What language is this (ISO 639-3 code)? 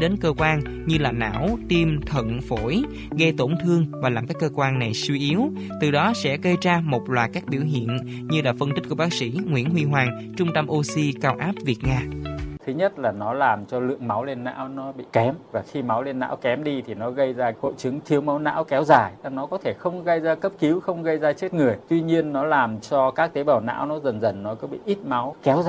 vie